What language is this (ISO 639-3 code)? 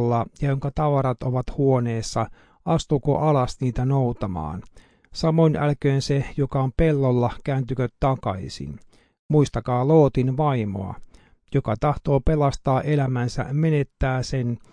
fin